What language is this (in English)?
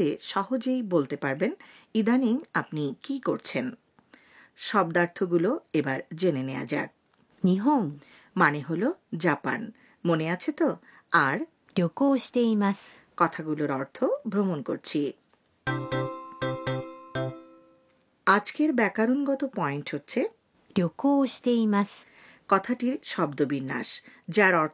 Bangla